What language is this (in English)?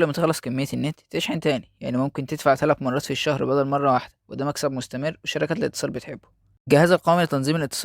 Egyptian Arabic